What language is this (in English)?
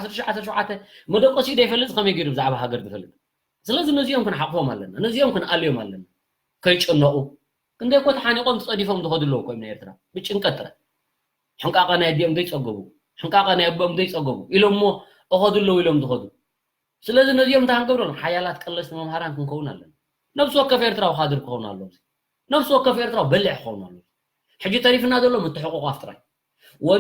Tigrinya